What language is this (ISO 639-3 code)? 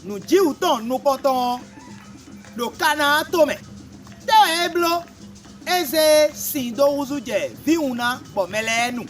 fon